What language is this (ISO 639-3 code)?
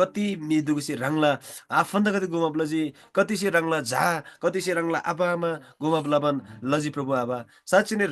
taj